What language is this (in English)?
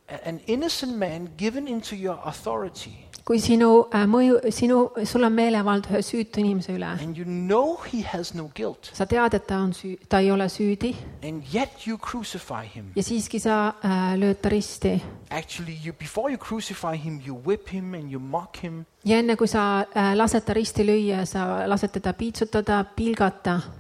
Estonian